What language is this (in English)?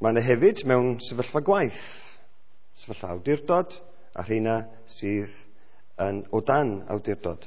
Welsh